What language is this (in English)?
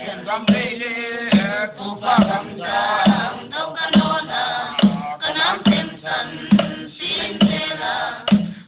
Paite Chin